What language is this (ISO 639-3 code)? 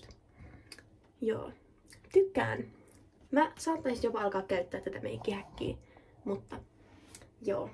fin